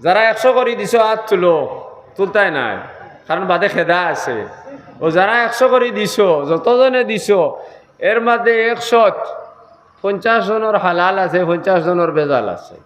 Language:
Sylheti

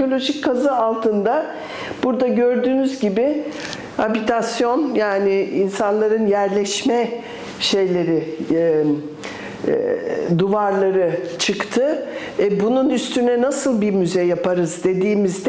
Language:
Turkish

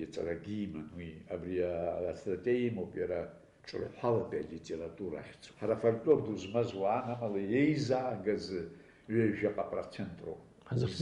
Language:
Abkhazian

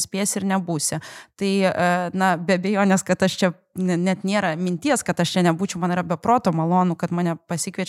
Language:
Lithuanian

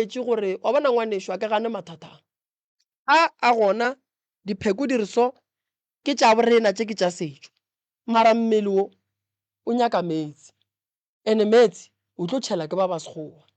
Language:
Northern Sotho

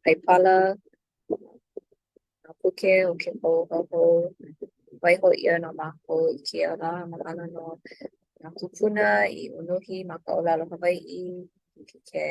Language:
Hawaiian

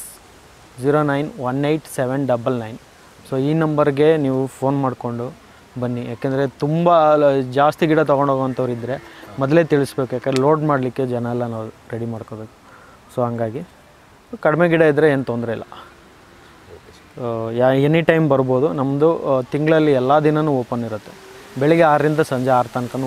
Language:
Kannada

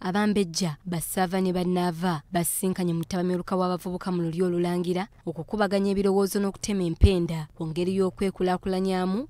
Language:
Ganda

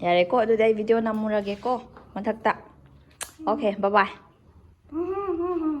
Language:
Manipuri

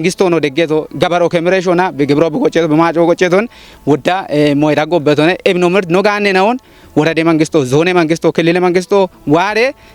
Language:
Kafa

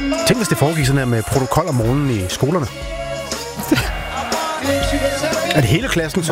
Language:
Danish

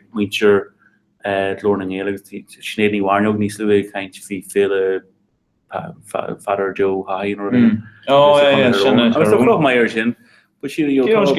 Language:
Irish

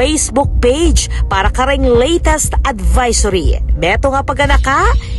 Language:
Pampanga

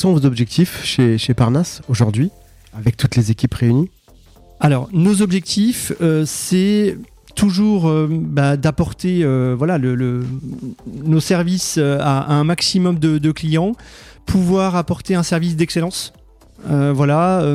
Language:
French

